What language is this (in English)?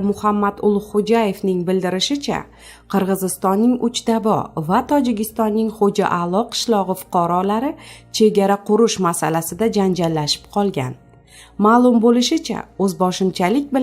Uzbek